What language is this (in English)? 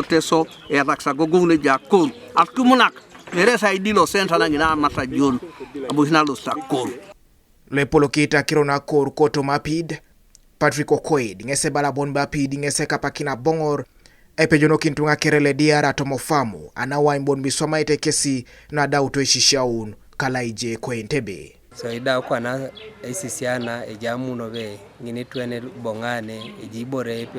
Teso